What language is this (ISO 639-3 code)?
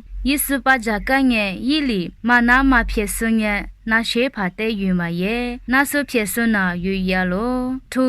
lis